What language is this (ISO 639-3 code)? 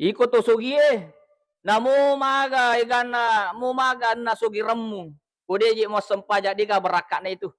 bug